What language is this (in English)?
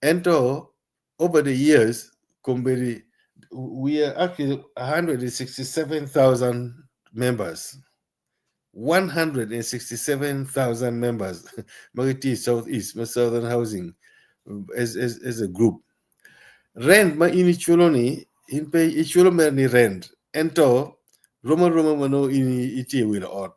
Acoli